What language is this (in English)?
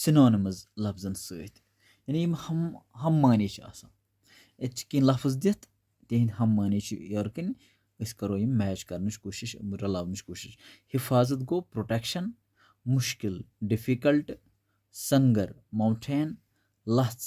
Kashmiri